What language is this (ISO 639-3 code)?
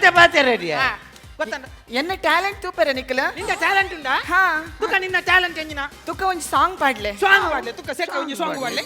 tcy